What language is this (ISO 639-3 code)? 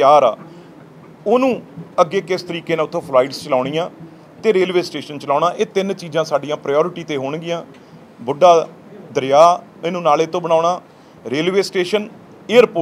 pan